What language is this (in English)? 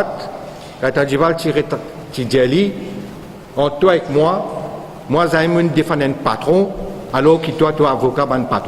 Morisyen